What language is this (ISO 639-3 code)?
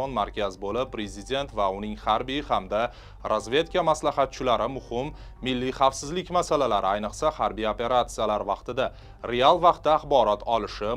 uzb